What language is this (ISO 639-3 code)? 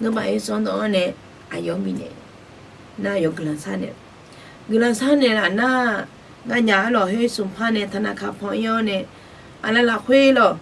ahk